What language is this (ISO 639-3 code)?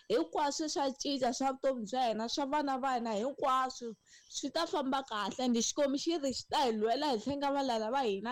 tso